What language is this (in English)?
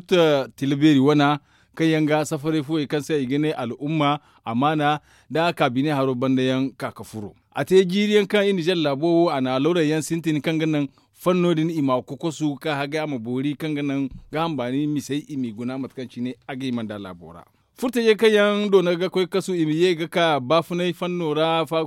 Zarma